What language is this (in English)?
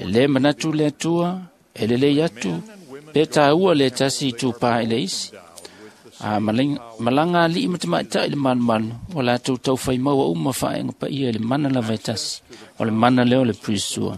Samoan